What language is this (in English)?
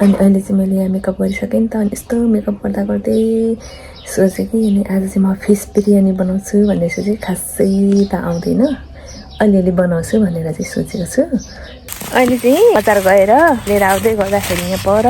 Nepali